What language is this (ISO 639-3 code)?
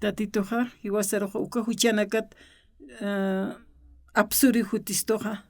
aym